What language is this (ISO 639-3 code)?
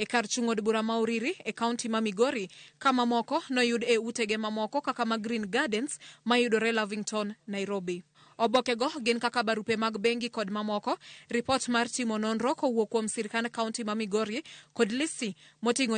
luo